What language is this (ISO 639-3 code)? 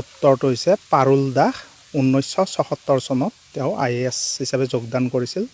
asm